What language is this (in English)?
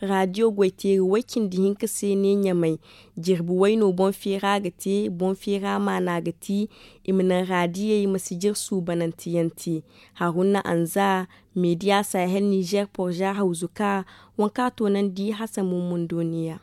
Zarma